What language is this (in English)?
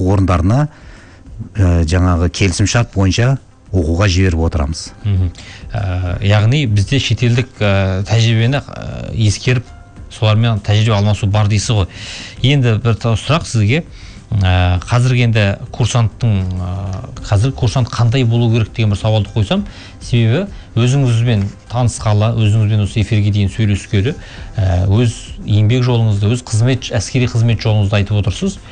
Kazakh